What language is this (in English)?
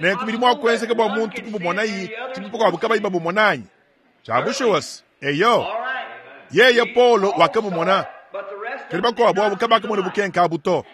Luba-Lulua